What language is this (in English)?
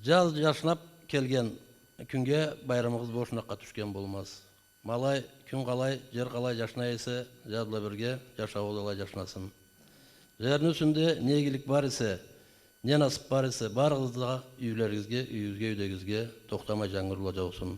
Karachay-Balkar